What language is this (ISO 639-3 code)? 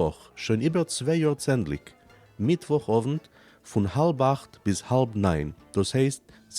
yid